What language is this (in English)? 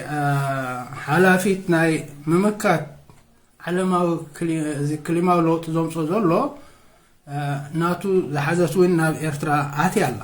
Tigrinya